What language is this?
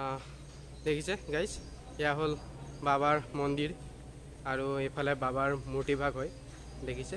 Assamese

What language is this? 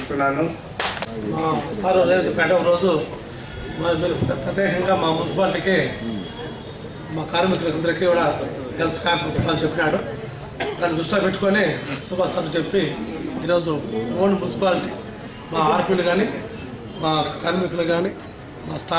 Telugu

